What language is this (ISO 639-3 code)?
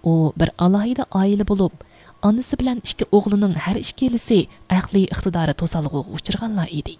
uig